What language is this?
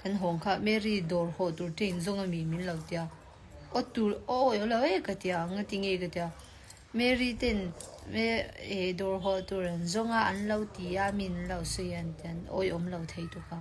Mizo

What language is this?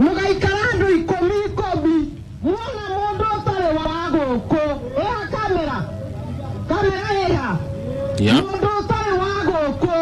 Kikuyu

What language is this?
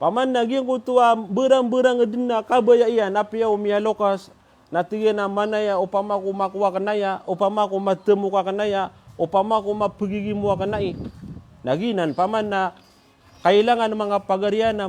Maranao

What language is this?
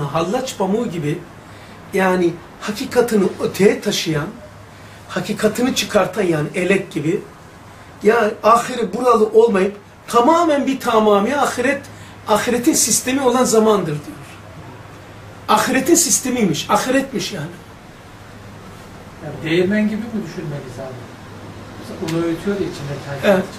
Turkish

